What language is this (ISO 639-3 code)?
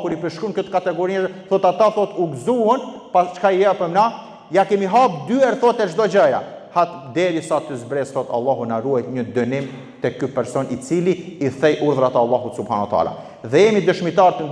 sqi